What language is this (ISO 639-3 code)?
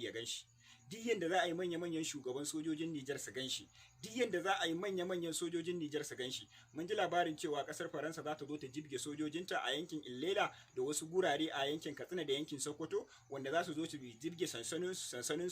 hau